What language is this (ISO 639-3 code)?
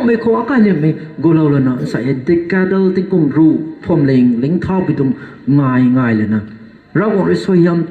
nbu